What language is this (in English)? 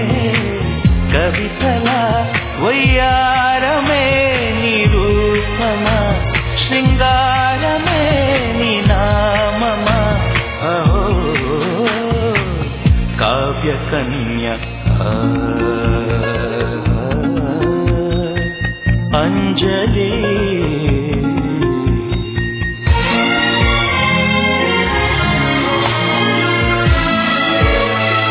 Telugu